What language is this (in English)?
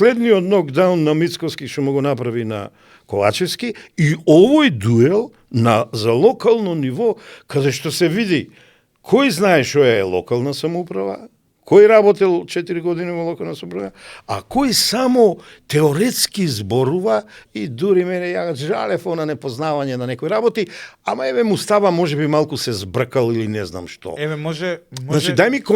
Macedonian